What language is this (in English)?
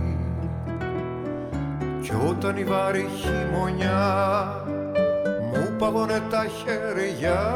Greek